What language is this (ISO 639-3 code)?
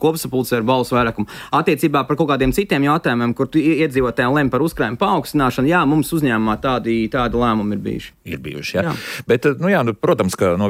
lav